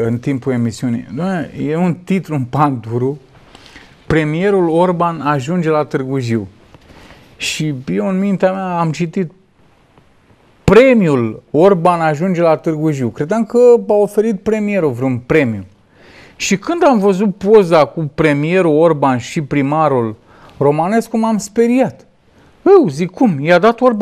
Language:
Romanian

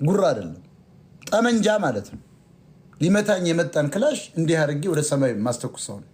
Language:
Amharic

